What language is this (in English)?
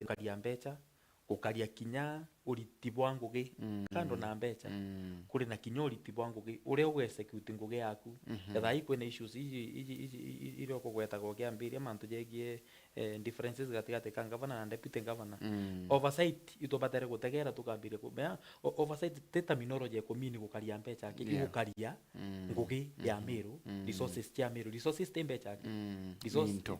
Meru